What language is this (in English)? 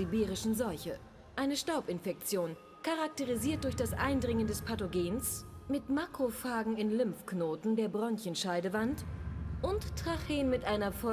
Bavarian